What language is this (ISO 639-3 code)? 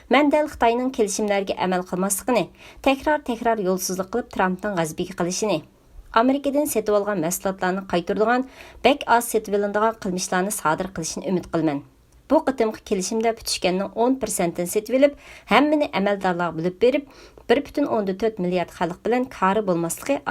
uig